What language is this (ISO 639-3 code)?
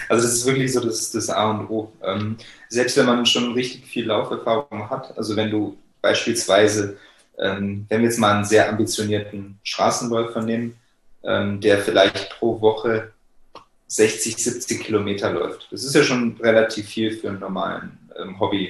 deu